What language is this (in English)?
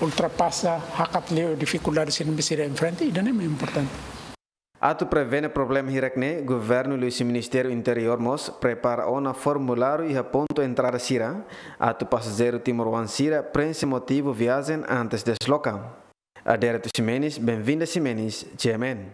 Tetum